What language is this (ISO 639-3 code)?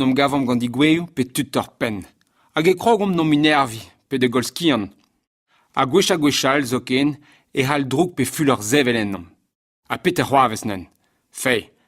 bre